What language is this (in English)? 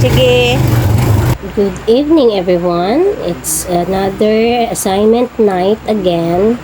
Hiligaynon